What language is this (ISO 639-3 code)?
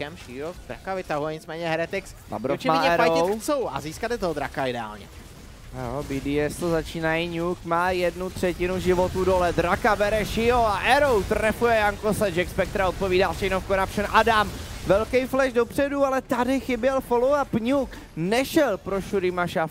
ces